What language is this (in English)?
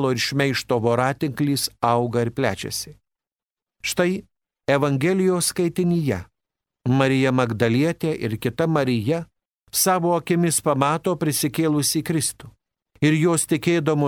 Lithuanian